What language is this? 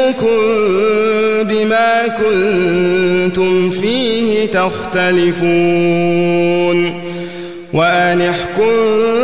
Arabic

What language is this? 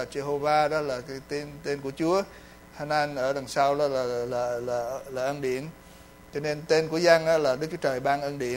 Vietnamese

